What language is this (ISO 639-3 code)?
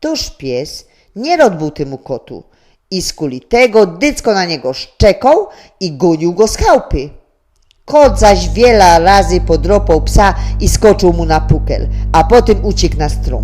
szl